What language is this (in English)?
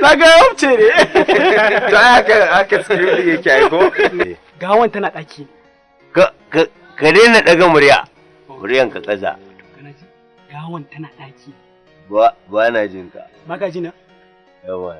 Hausa